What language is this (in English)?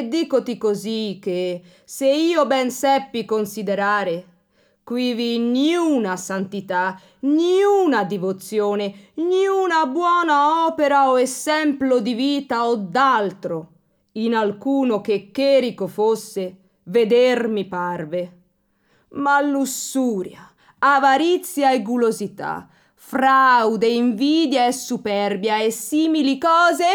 Italian